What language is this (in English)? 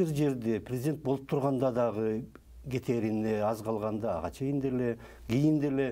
Kyrgyz